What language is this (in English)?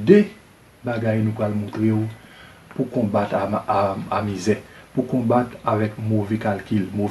Haitian Creole